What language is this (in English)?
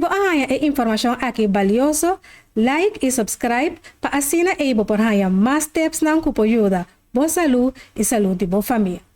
Papiamento